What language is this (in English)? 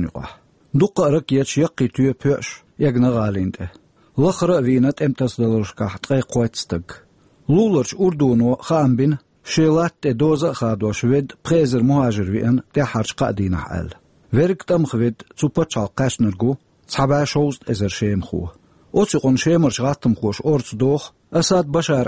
Chechen